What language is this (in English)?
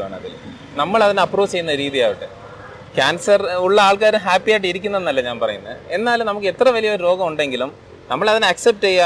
Malayalam